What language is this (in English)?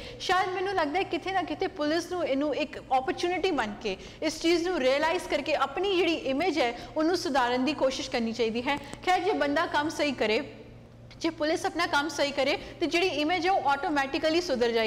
Punjabi